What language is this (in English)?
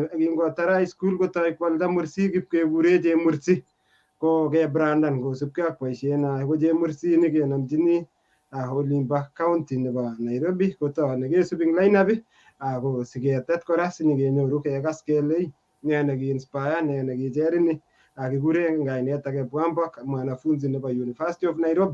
Kalenjin